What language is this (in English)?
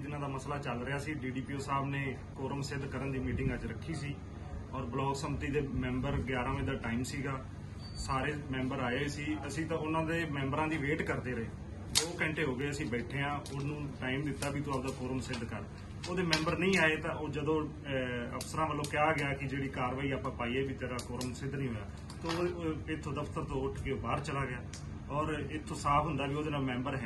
Punjabi